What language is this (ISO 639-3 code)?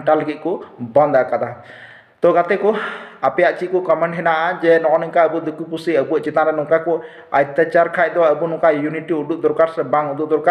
sat